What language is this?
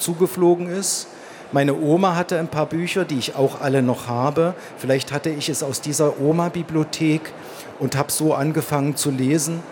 German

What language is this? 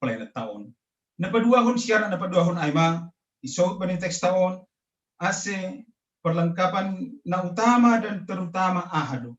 Batak Simalungun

